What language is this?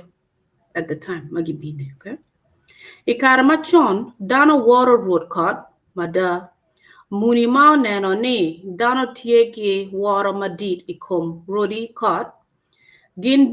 Acoli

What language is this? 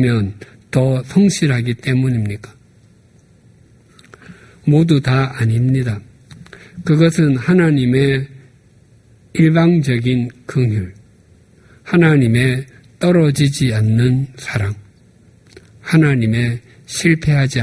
Korean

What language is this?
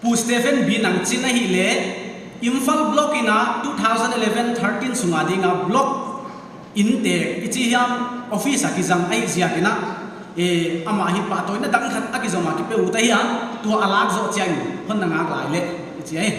Paite Chin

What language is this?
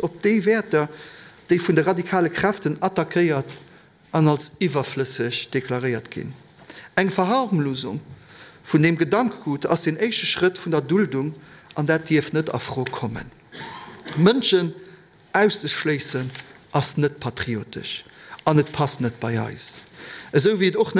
Luxembourgish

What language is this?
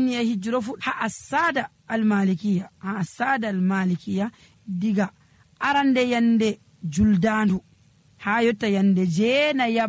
Nigerian Fulfulde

